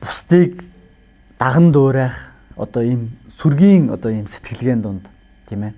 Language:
Mongolian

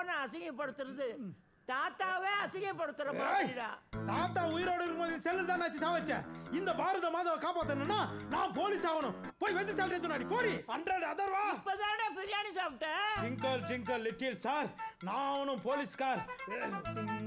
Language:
Tamil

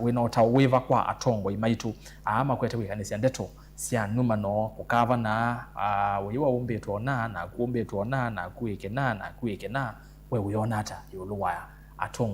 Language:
Kamba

